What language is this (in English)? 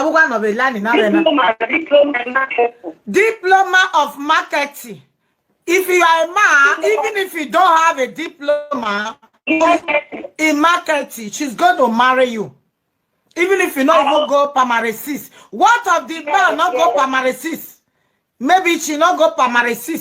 Nigerian Pidgin